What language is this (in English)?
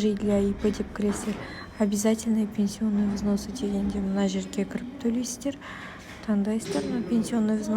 Kazakh